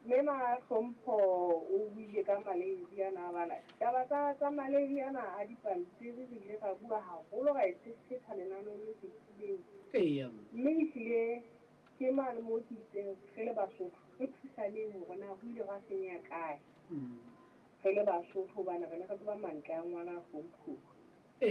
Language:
Southern Sotho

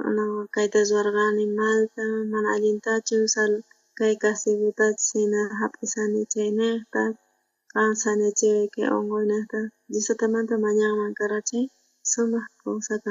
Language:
South Bolivian Quechua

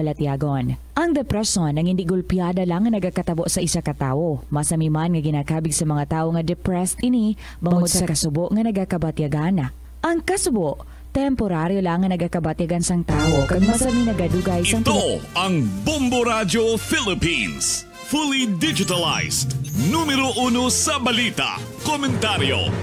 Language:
Hiligaynon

